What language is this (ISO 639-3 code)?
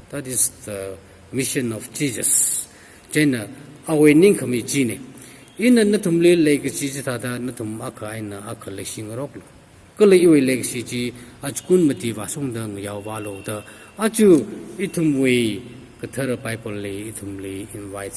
nmf